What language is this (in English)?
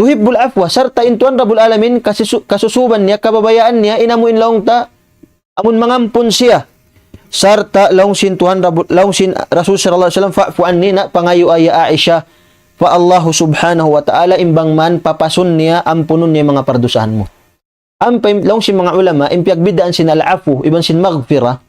Tausug